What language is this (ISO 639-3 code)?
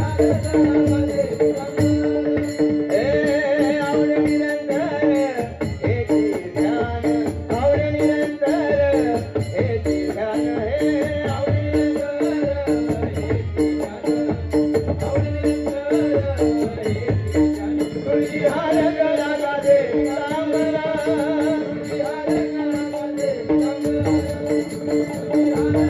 mar